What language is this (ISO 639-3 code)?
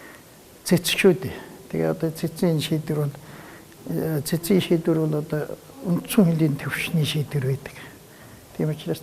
mon